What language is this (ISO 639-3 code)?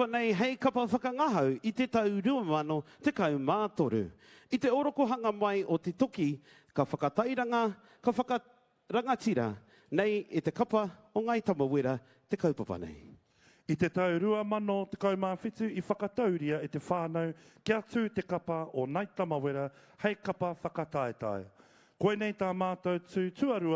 mri